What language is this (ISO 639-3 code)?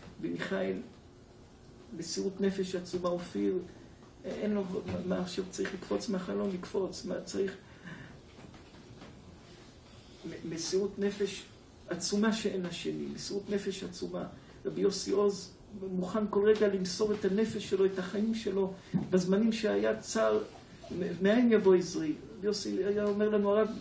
heb